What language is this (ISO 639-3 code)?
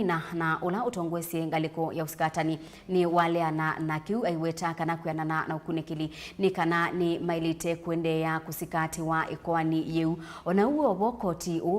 kam